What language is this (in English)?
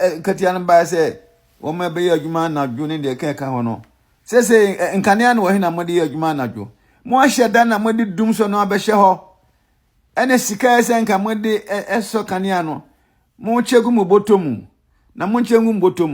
Akan